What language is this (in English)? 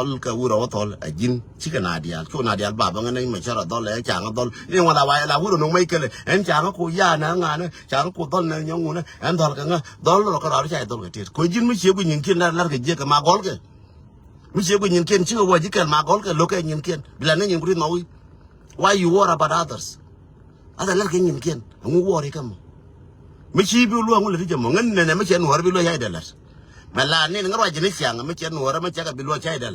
Nuer